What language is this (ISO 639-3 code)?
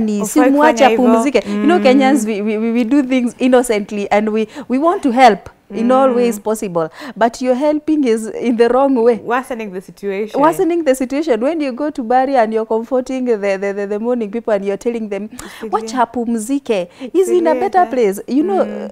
eng